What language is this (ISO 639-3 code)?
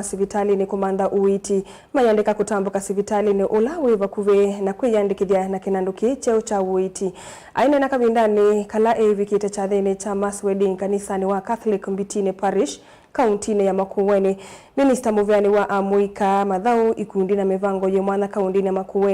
kam